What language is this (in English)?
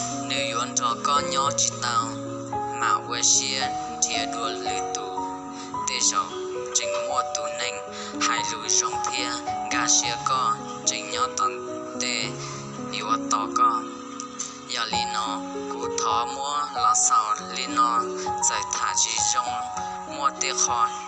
Hmong